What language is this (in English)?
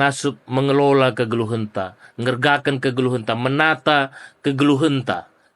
Batak Karo